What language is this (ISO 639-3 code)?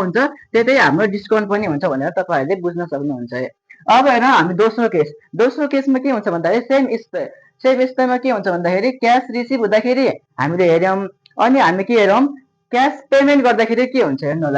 nep